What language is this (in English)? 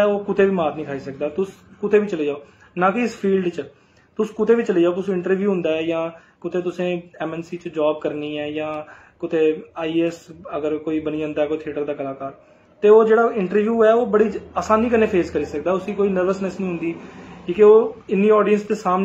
Dogri